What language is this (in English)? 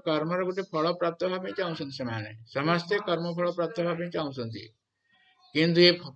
Odia